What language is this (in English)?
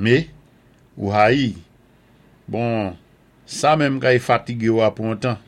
Saint Lucian Creole French